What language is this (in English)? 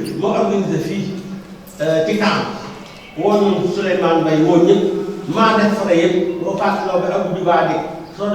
Wolof